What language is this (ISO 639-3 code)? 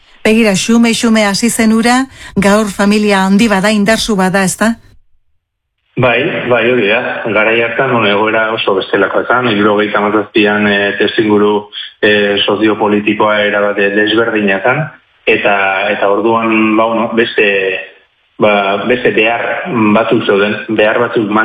eus